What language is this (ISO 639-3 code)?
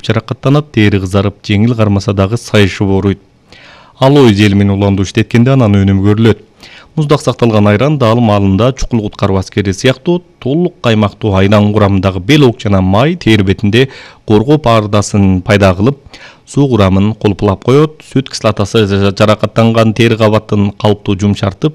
kir